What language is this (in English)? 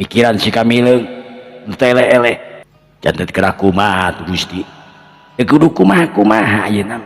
Sundanese